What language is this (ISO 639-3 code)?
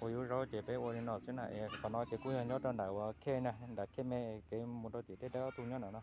hmn